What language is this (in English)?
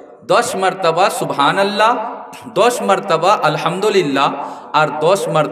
Sylheti